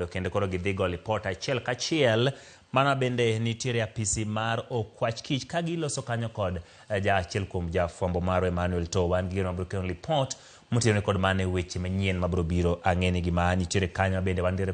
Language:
Luo (Kenya and Tanzania)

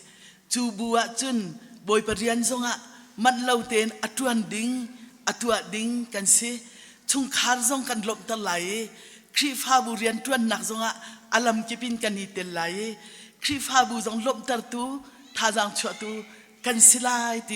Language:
Hakha Chin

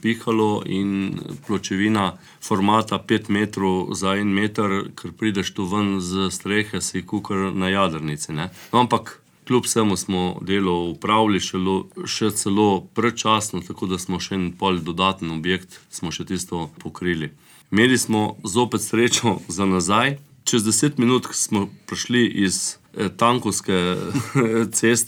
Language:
Slovenian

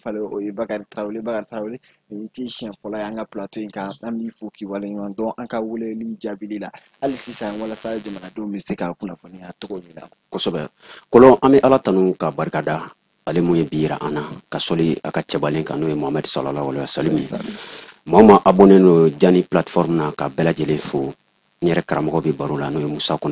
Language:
Bambara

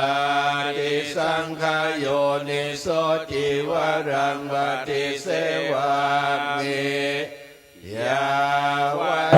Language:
Pali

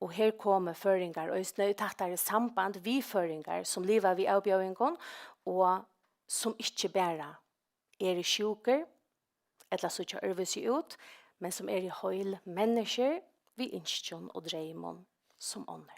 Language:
Faroese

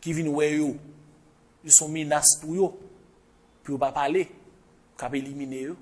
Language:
Haitian Creole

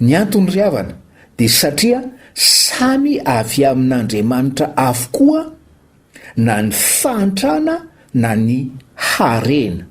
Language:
Malagasy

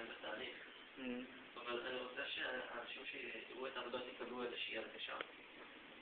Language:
Hebrew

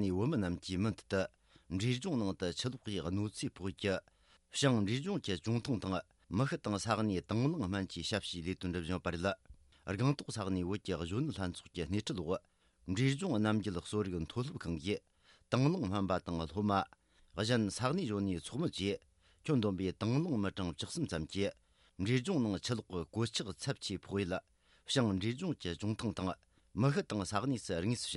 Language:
Tibetan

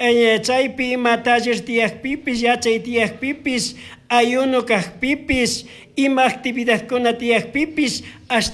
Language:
Chimborazo Highland Quichua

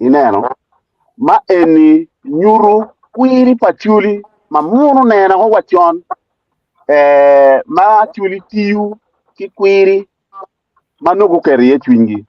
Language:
Acoli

